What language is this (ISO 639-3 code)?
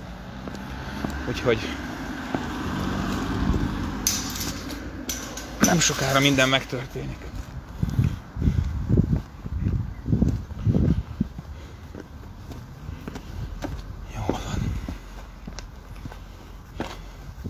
hun